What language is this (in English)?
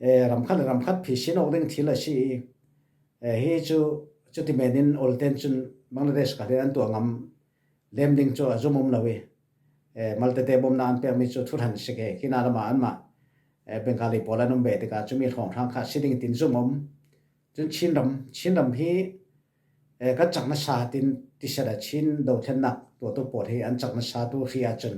Falam Chin